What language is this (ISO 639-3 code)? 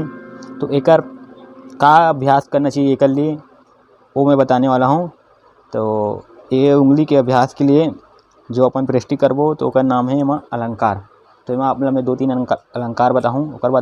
hne